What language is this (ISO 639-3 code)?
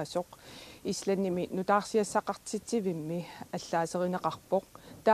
kal